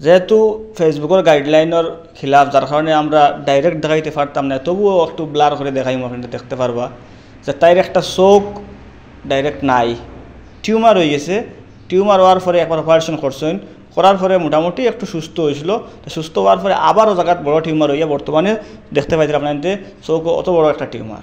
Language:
Sylheti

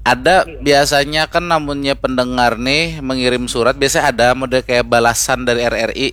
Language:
Banjar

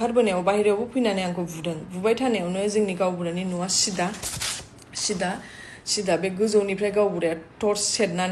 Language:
Bodo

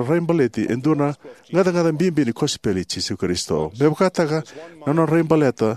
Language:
Fijian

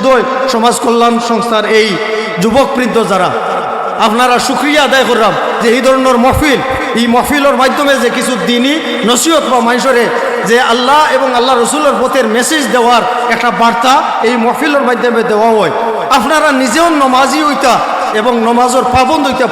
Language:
Sylheti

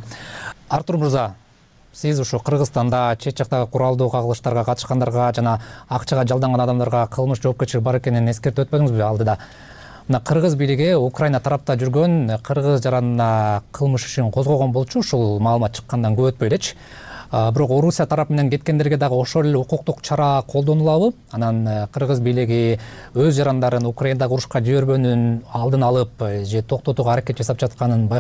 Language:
Kyrgyz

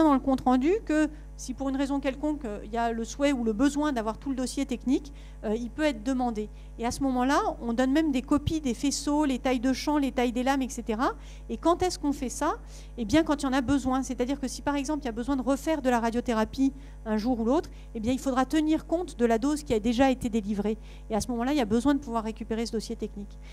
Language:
French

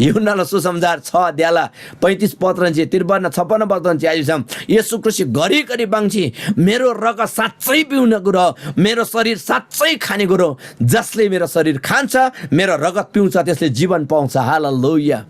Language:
Eastern Tamang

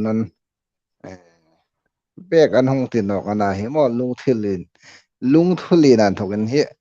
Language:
Hmar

